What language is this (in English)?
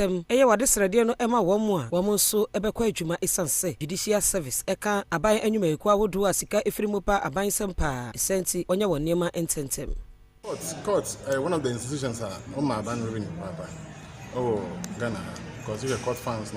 Akan